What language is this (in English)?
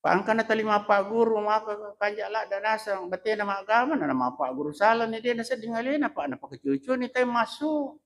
Buginese